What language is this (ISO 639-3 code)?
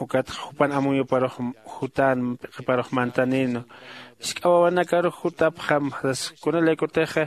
aym